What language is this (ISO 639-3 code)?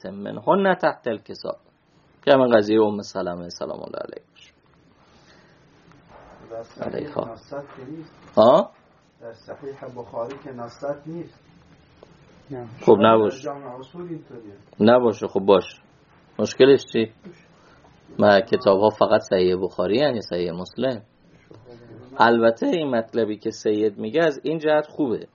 fas